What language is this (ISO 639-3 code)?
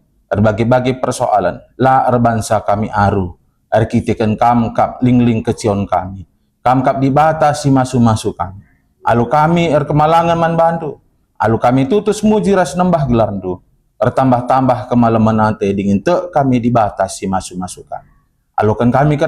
btx